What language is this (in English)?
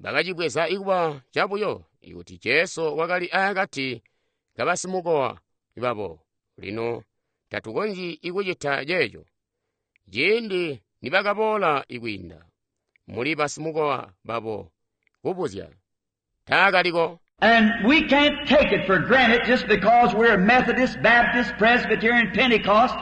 Tonga (Zambia)